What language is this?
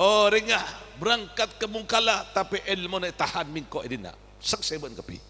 Madurese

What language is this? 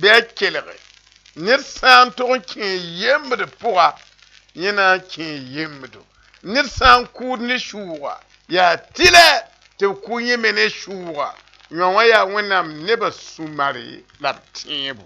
Mossi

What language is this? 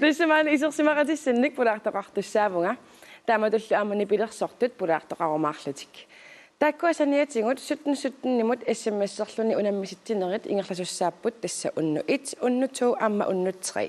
Kalaallisut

